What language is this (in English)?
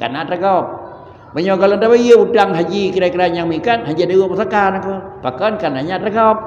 Achinese